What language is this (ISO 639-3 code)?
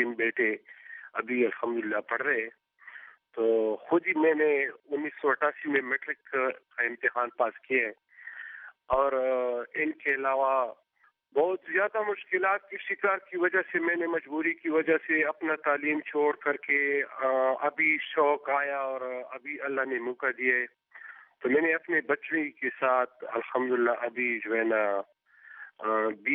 urd